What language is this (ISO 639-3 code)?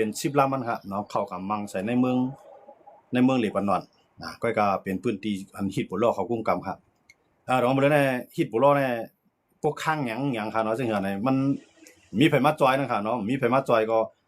shn